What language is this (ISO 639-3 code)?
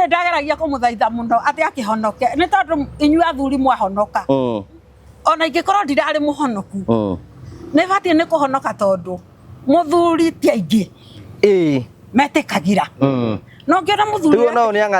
kik